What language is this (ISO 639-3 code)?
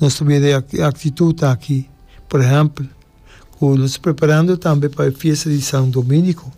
pap